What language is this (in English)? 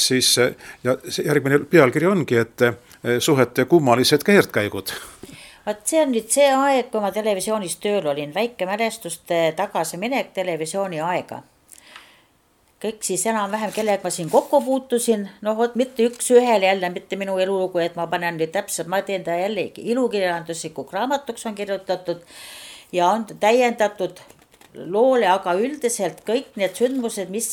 Estonian